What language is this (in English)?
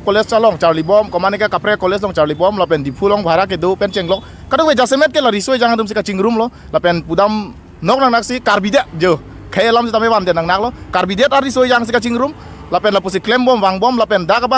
Karbi